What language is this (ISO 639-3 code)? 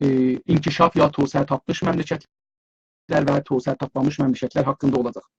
azb